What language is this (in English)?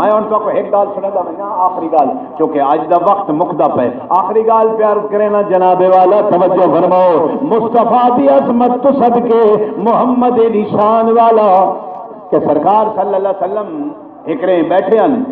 Saraiki